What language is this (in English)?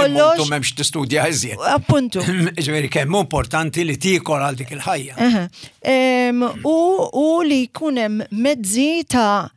Maltese